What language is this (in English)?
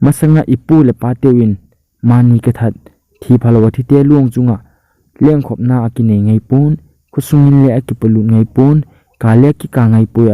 Thado Chin